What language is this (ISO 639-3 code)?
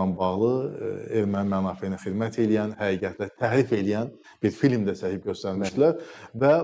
aze